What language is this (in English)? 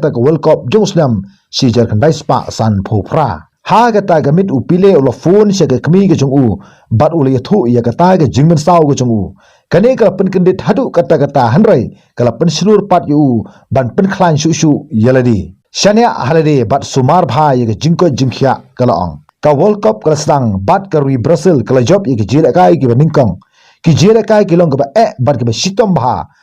Khasi